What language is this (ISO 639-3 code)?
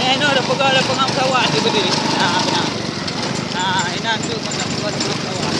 ace